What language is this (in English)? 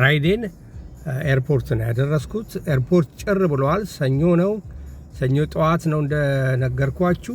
Amharic